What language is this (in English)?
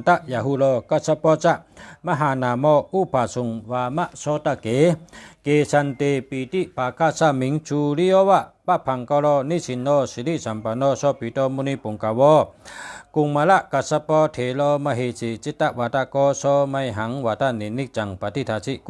Shan